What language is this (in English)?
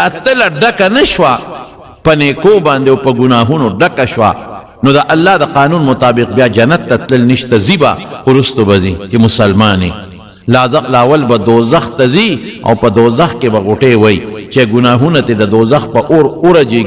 Pashto